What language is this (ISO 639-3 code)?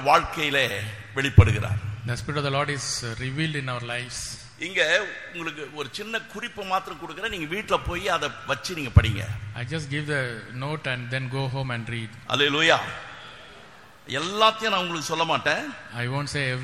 tam